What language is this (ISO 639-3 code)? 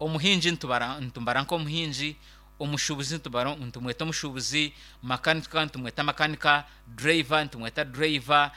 nyn